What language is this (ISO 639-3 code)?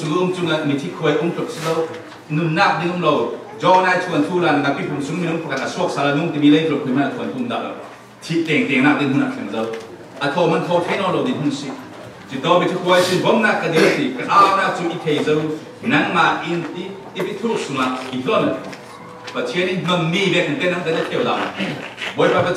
cfm